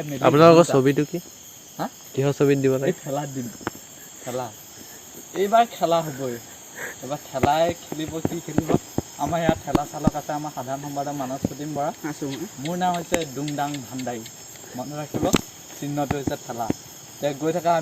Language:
Assamese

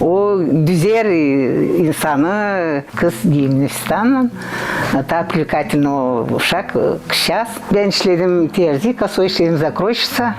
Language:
Gagauz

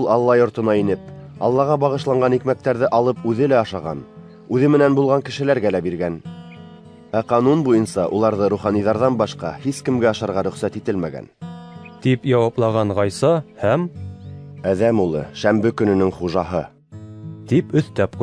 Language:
Bashkir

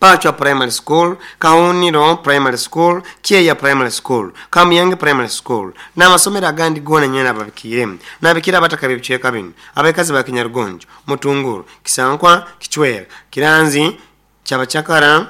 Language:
Nyankole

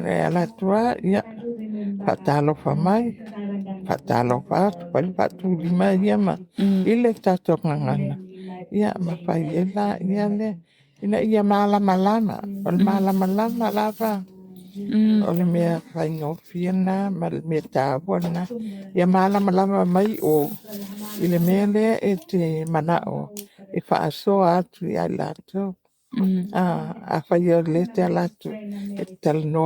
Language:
Samoan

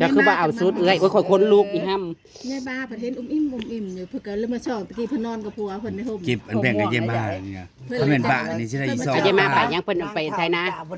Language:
Northeastern Thai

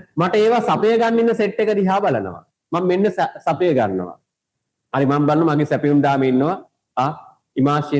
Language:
Sinhala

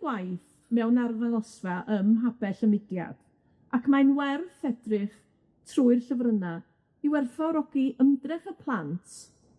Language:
Welsh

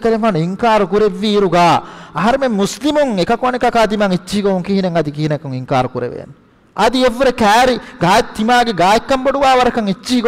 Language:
Divehi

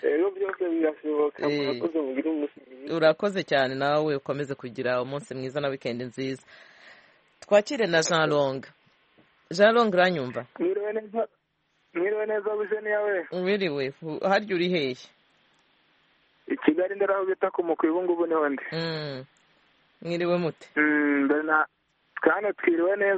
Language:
Kinyarwanda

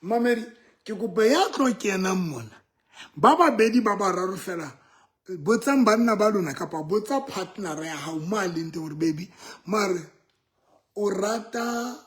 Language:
Southern Sotho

